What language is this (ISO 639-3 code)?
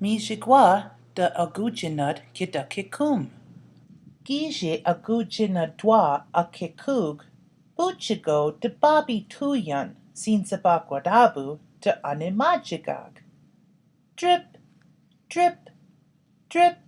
ciw